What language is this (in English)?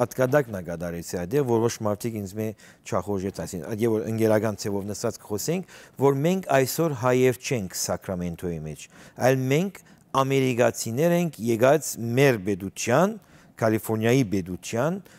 Western Armenian